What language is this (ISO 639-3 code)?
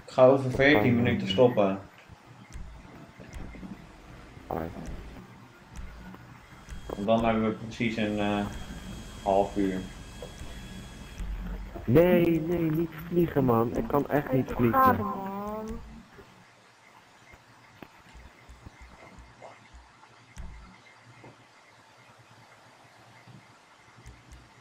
nld